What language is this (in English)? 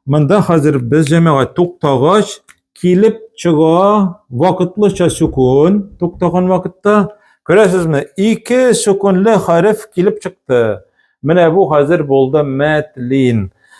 Tatar